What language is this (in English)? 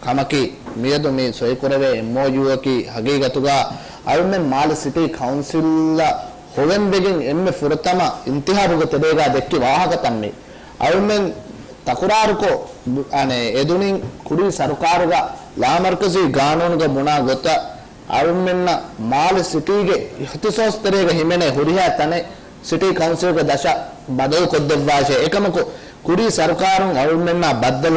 Divehi